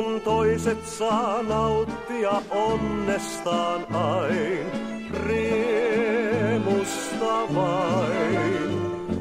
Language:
Finnish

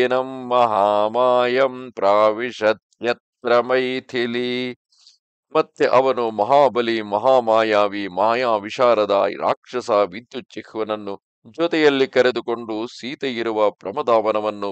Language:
Kannada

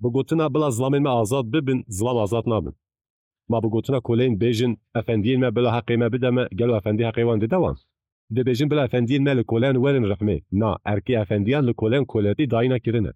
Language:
Kurdish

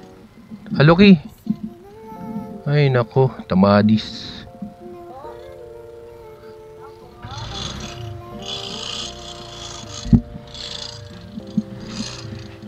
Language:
Filipino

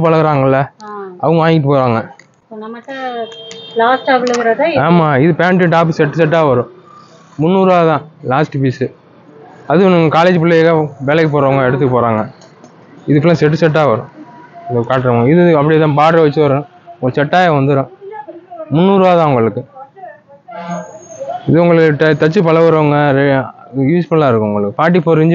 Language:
Tamil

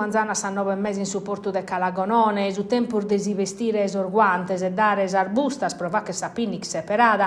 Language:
Sardinian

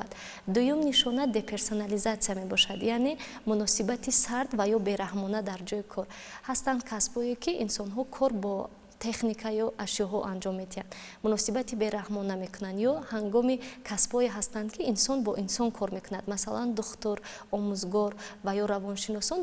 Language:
Tajik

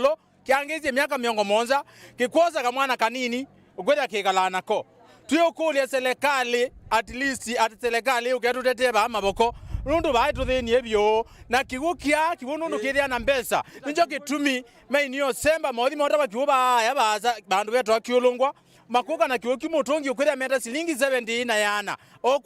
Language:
Kamba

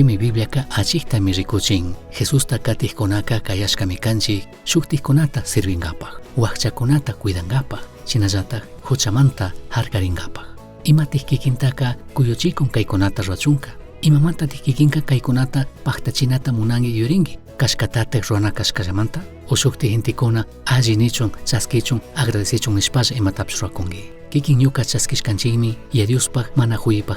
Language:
Chimborazo Highland Quichua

